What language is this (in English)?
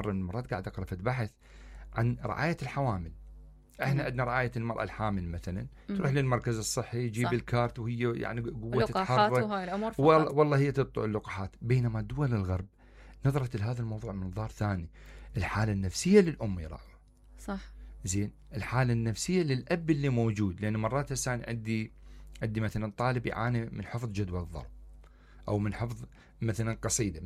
Mesopotamian Arabic